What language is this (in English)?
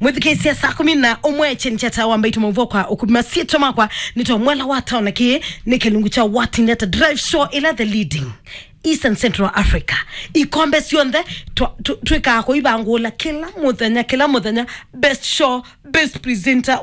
Kamba